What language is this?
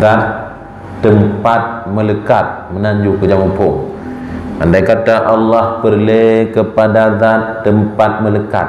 Achinese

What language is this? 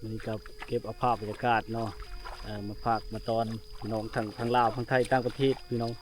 Lao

